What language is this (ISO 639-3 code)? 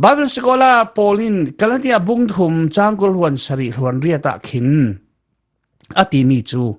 cfm